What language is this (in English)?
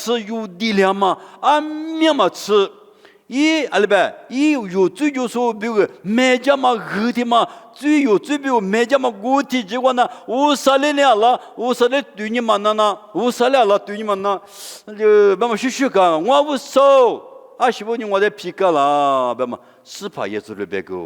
Lisu